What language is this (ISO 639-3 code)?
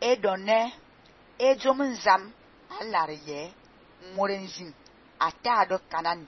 fan